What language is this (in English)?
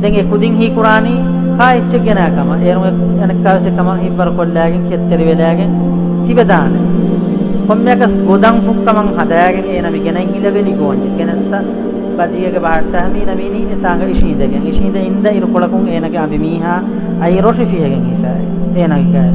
Divehi